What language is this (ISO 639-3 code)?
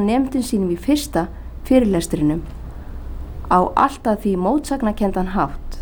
isl